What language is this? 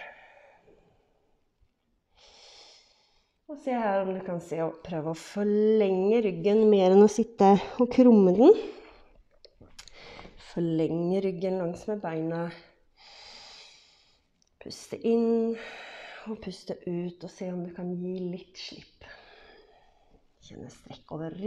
Norwegian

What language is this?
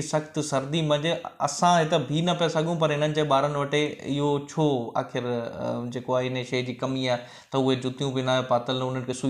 Sindhi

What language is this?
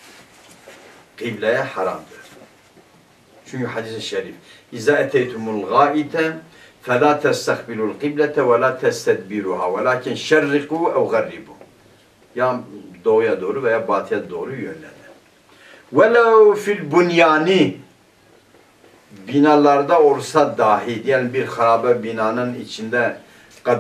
Turkish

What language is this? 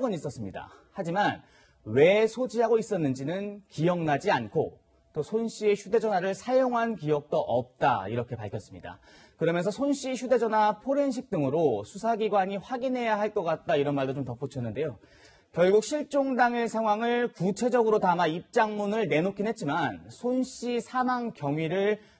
Korean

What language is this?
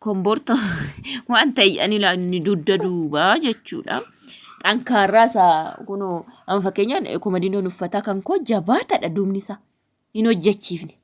Oromo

